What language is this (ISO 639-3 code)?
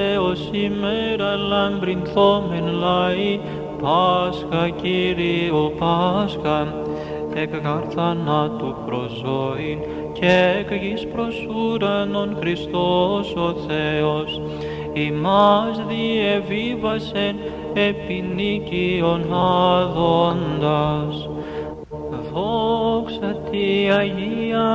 ell